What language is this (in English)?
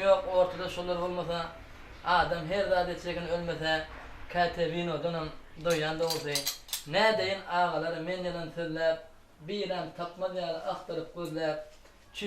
Turkmen